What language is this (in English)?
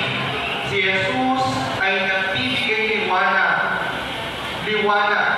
Pampanga